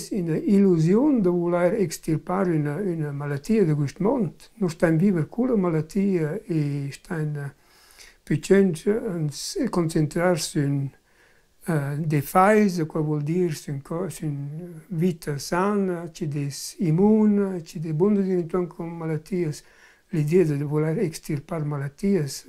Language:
Romansh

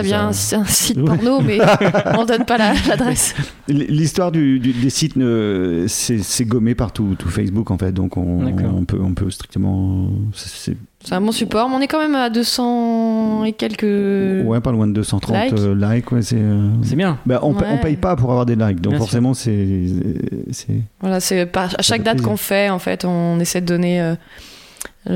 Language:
French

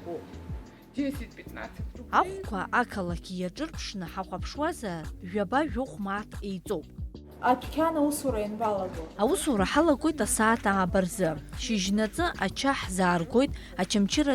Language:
Abkhazian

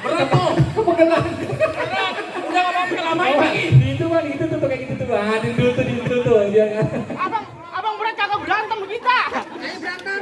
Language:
Betawi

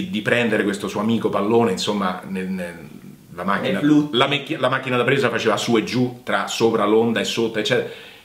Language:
Italian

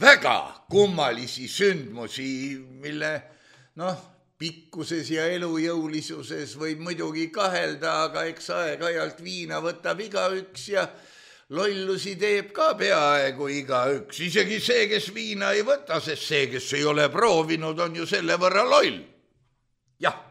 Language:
Estonian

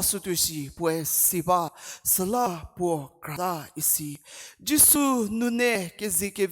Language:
Angami Naga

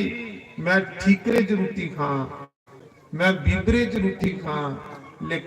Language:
Dogri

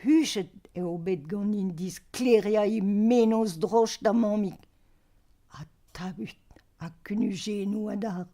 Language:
Breton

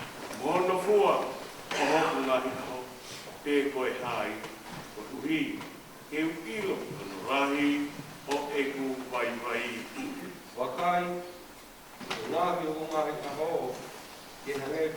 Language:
Tongan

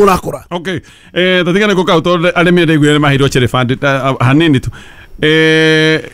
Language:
Kikuyu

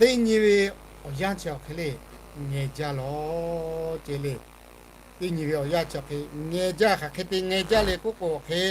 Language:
Lahu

